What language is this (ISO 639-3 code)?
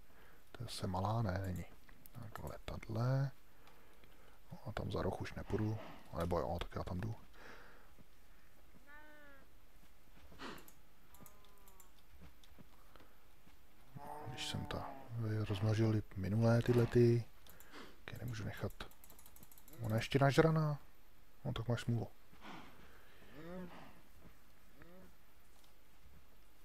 ces